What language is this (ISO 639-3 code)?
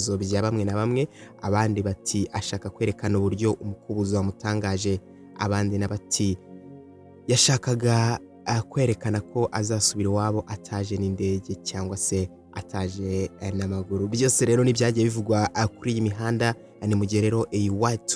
kin